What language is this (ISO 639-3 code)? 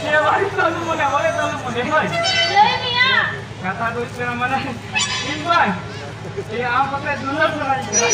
sat